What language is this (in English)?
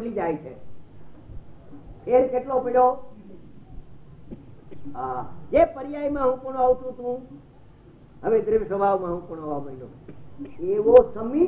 Gujarati